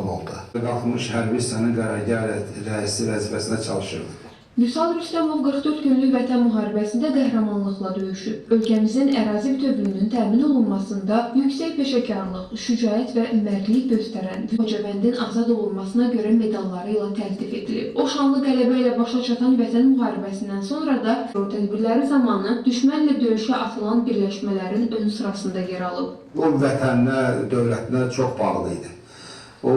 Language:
Azerbaijani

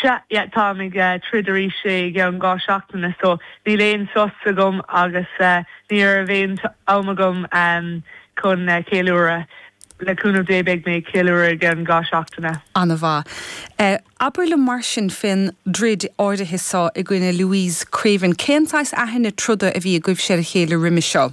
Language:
Irish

